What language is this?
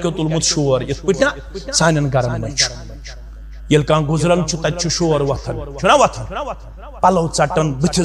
Kashmiri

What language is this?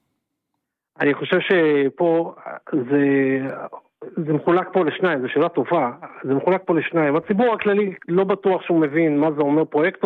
Hebrew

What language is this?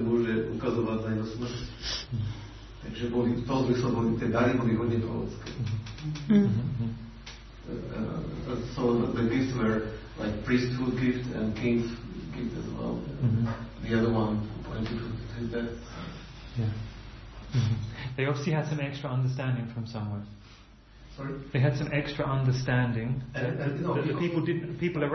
Slovak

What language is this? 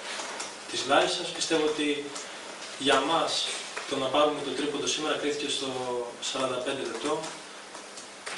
Greek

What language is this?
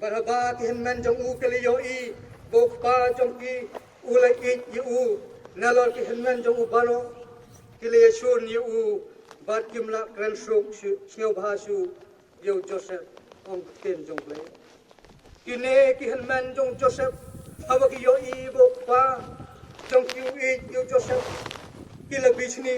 Khasi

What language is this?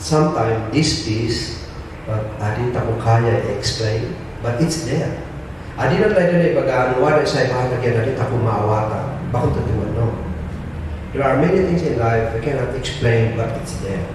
Kankanaey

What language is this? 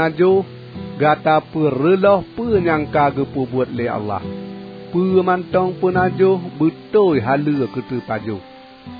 Achinese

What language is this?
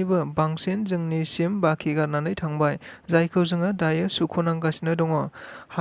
Bodo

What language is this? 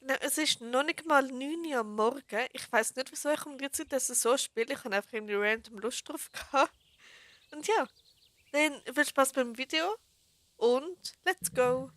Swiss German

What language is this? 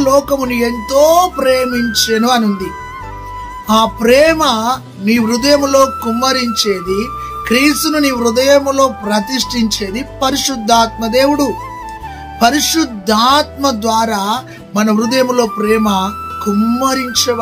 Telugu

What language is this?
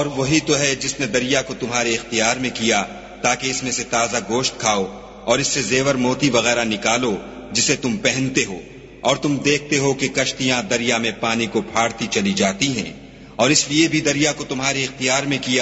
Urdu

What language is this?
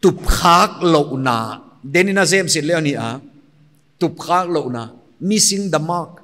Paite Chin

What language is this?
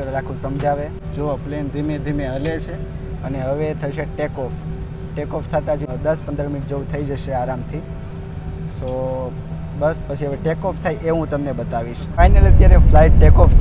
Gujarati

